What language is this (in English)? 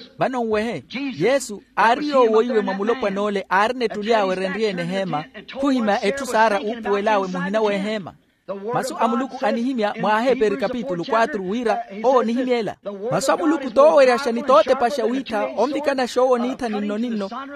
Makhuwa